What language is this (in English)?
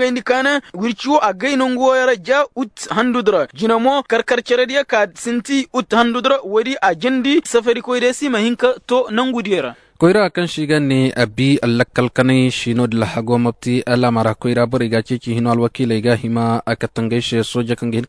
Koyraboro Senni